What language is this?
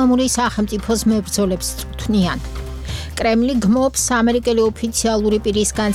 Georgian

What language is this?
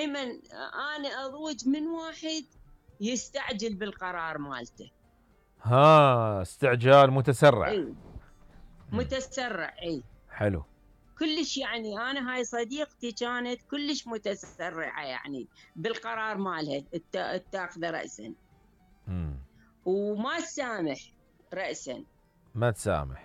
Mesopotamian Arabic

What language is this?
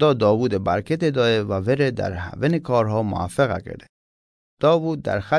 Mazanderani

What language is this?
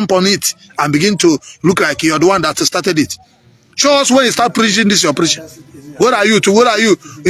Igbo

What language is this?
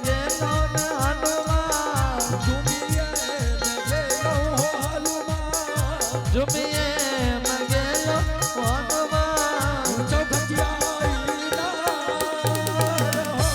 Angika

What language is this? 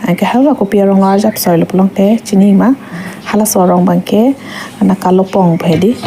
Karbi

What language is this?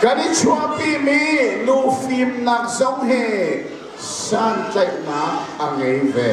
Hakha Chin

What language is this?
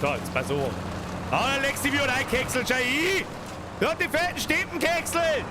Bavarian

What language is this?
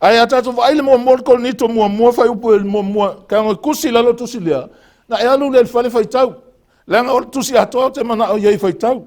Samoan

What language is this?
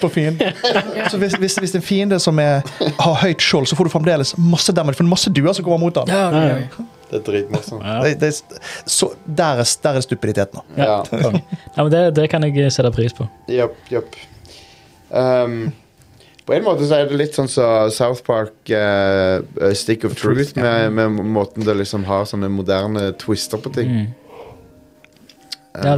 Norwegian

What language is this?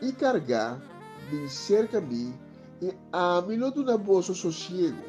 Papiamento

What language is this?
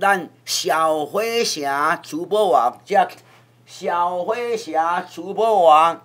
Min Nan Chinese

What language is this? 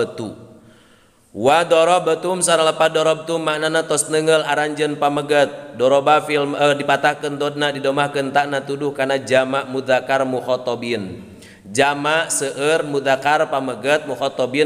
Sundanese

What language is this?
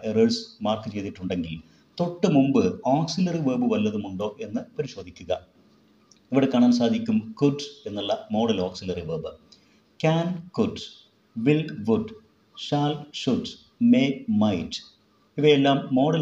Malayalam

